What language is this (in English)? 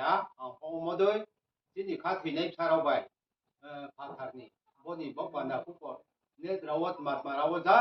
Riang (India)